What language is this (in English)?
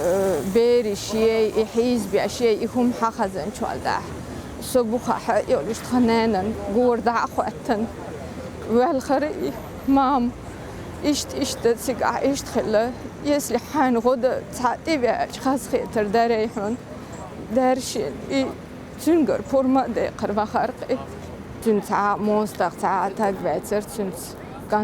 Chechen